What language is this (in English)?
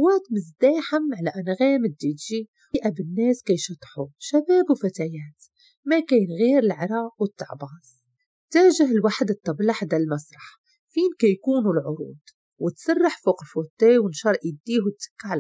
Moroccan Arabic